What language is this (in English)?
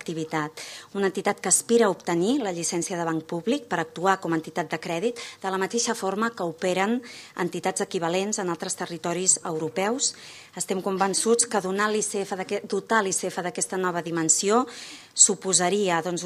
Catalan